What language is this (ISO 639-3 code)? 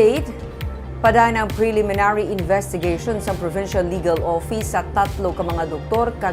hil